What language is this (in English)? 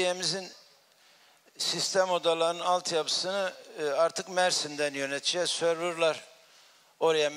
Turkish